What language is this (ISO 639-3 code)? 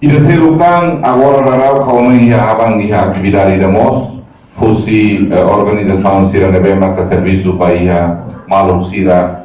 tet